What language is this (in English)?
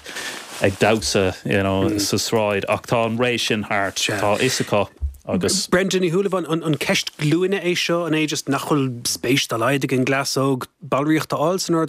Irish